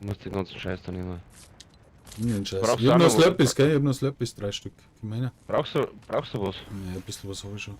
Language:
Bavarian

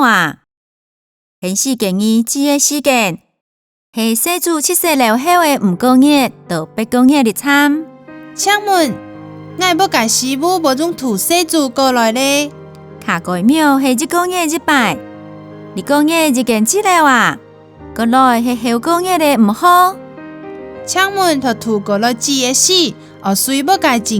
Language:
Hakka Chinese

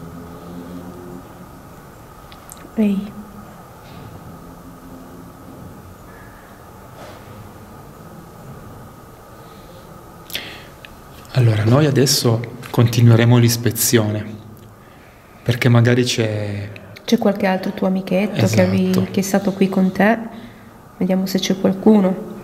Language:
Italian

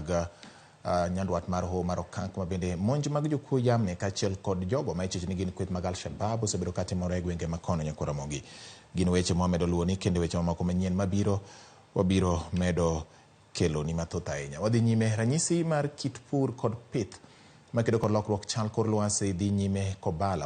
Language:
Luo (Kenya and Tanzania)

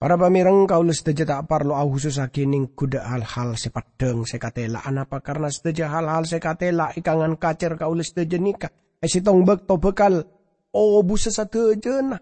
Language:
Madurese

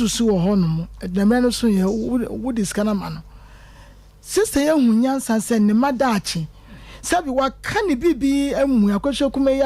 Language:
Akan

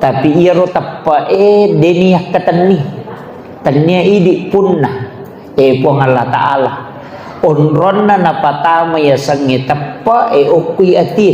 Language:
Buginese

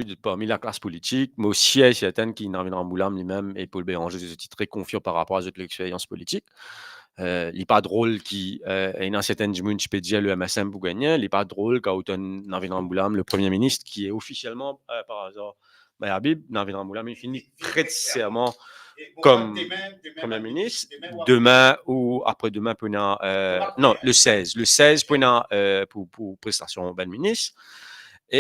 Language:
Morisyen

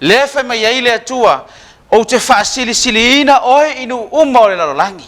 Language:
Samoan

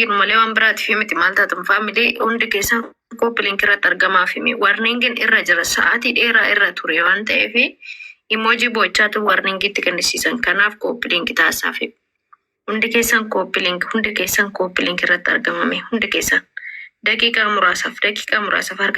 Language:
Oromo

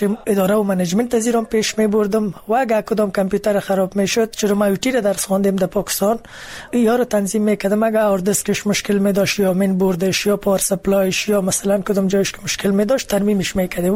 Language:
Persian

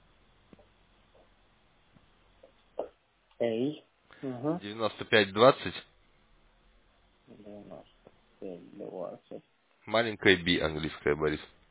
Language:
Russian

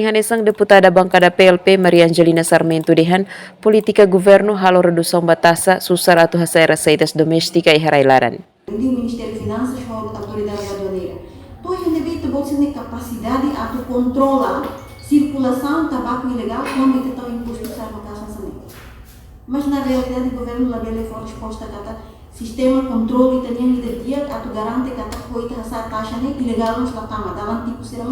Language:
Tetum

